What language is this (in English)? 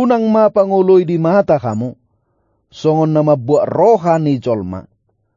Batak Toba